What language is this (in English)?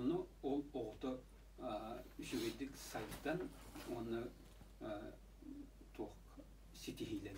Yakut